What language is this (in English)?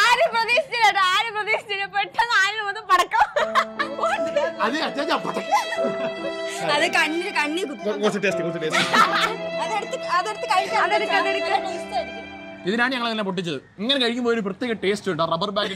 Malayalam